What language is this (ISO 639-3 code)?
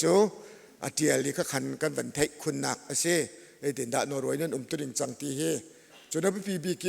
cnh